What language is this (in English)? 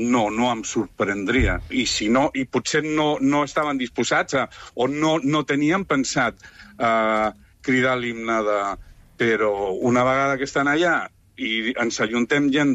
Catalan